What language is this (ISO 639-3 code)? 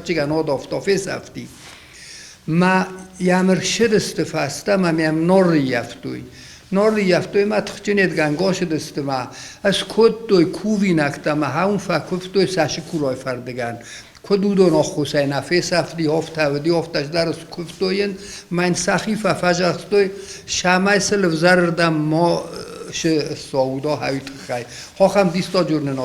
oss